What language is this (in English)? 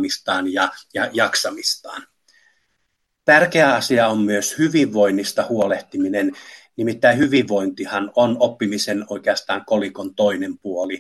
Finnish